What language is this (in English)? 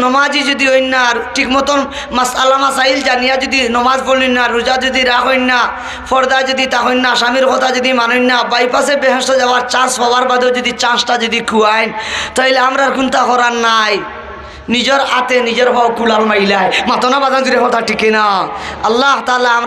Sylheti